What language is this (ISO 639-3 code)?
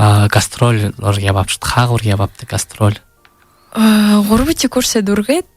bua